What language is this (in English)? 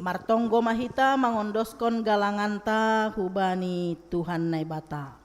Batak Simalungun